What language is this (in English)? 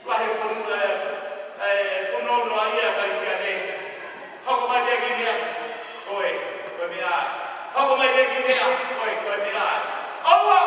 Tongan